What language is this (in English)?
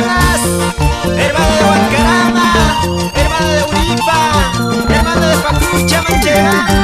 Quechua